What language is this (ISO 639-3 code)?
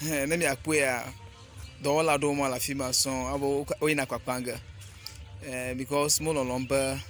ewe